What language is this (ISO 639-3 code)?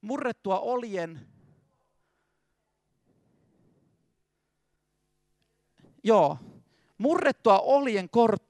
fin